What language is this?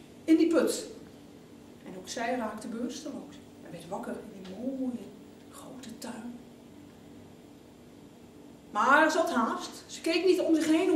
Dutch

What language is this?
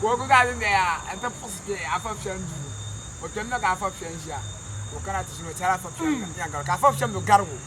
Dagbani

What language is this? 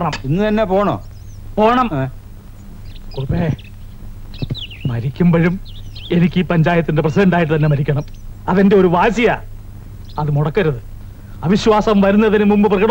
Malayalam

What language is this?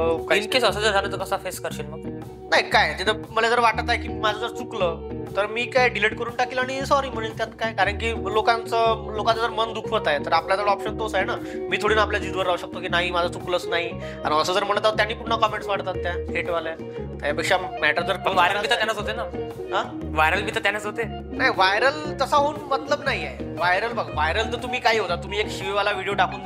Marathi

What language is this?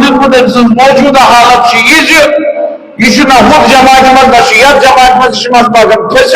Kashmiri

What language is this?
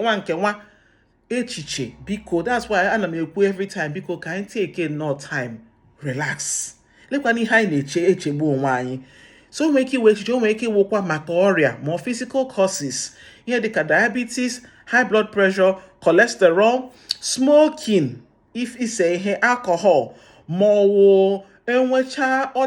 Igbo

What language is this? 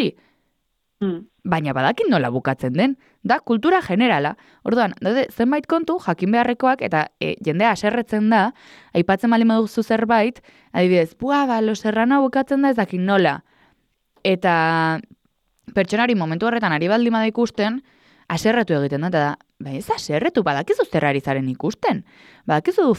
Basque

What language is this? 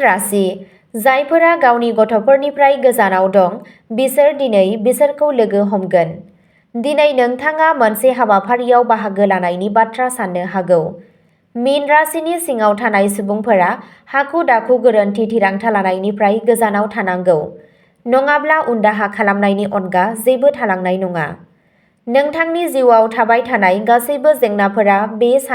Bodo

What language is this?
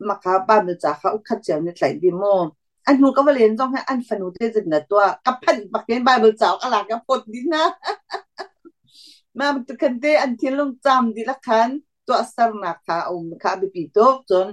Hakha Chin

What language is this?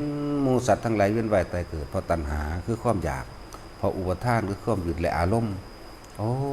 Lao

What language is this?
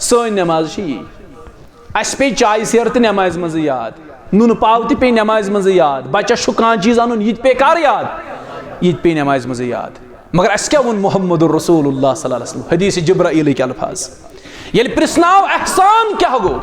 Kashmiri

